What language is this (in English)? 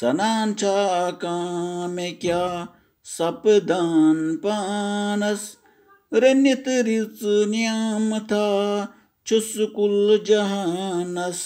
Kashmiri